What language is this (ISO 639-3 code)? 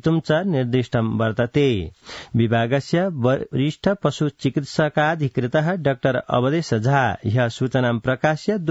san